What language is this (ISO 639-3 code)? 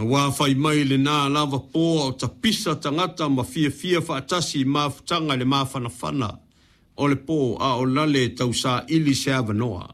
smo